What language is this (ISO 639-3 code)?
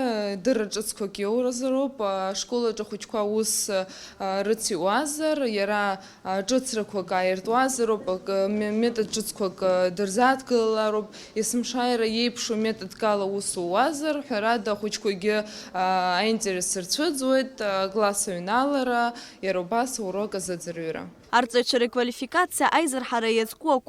abk